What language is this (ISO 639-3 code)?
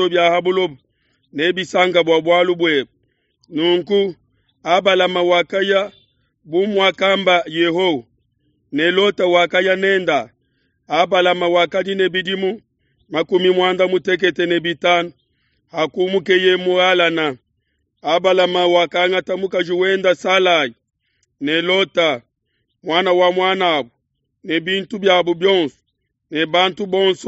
lua